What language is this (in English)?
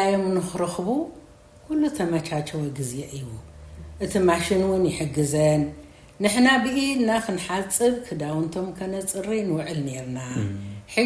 Tigrinya